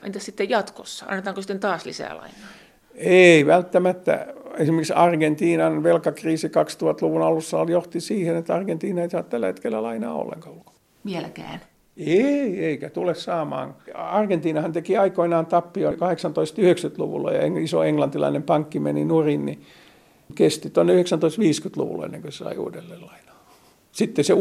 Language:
Finnish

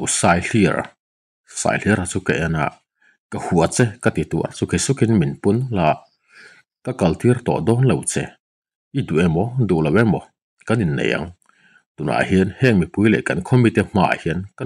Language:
Mizo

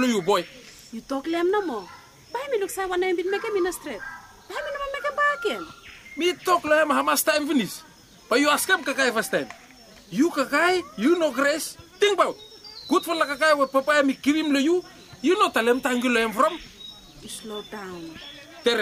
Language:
Bislama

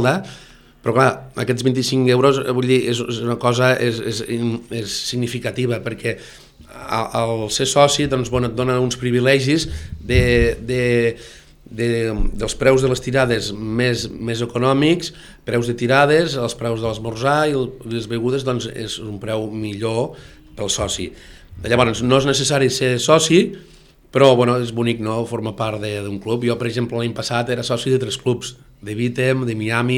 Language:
Catalan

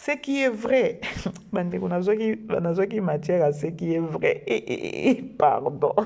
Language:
Lingala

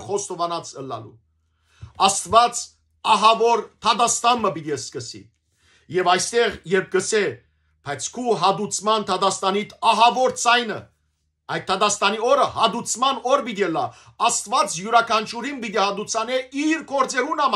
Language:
Western Armenian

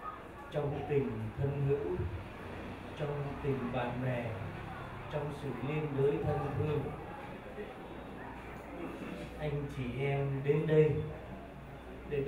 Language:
Vietnamese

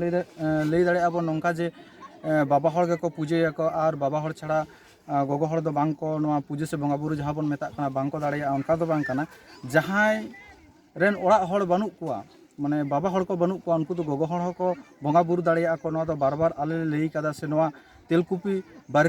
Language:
Santali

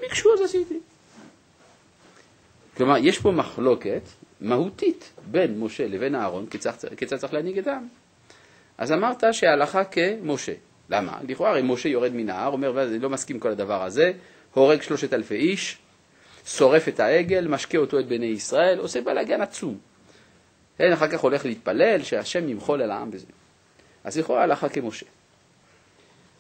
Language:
Hebrew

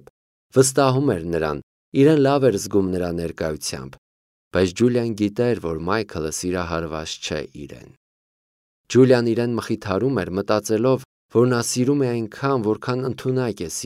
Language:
Armenian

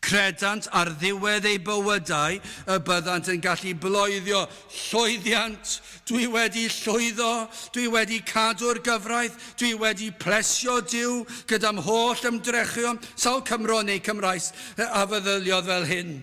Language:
Welsh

